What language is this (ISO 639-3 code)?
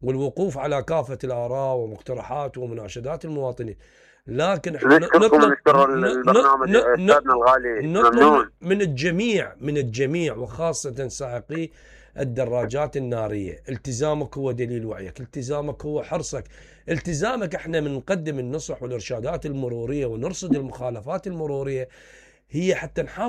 acm